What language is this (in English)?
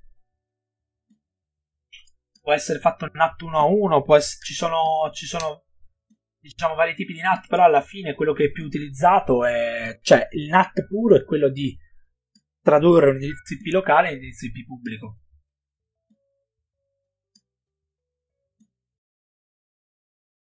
Italian